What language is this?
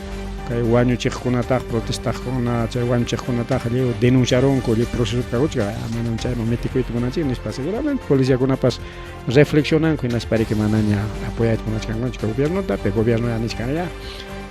Ayacucho Quechua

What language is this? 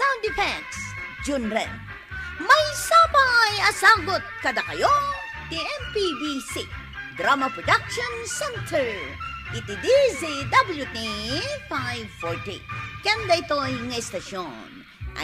Iloko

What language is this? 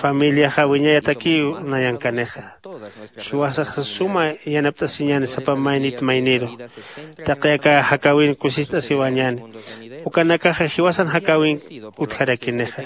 Aymara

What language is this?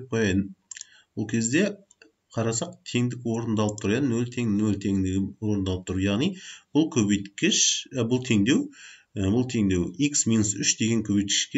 Kazakh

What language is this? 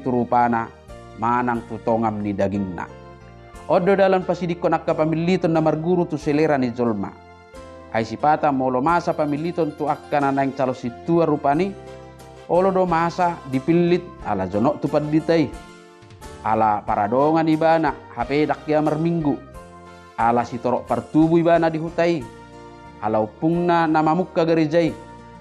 Batak Toba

